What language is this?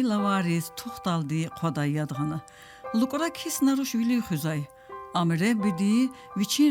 Lezghian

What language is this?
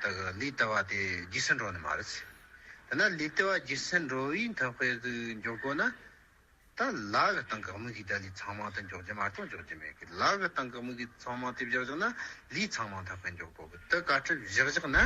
Tibetan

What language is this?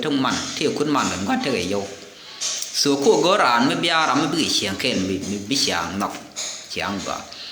Nuer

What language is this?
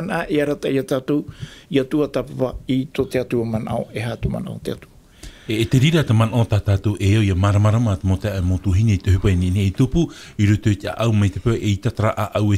Tahitian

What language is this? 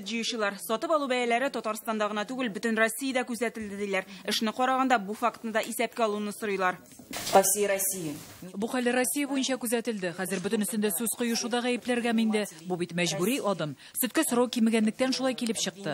Tatar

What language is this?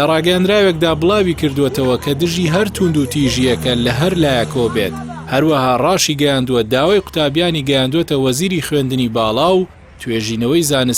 Central Kurdish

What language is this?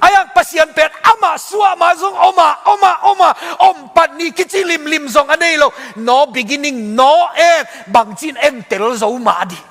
Tedim Chin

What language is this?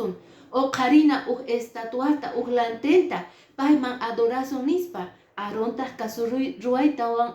Quechua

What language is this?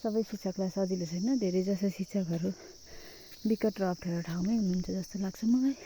Nepali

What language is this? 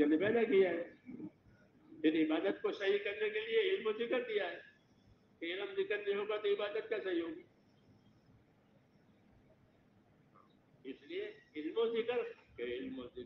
Urdu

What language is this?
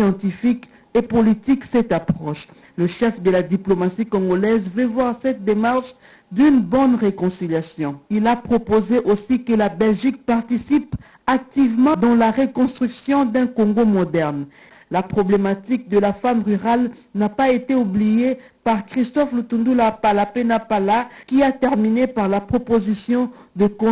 French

